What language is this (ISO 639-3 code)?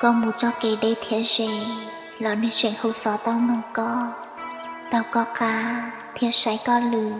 hmn